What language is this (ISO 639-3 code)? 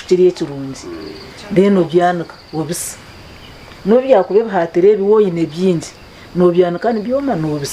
nyn